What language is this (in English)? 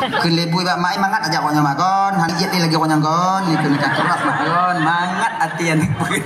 Achinese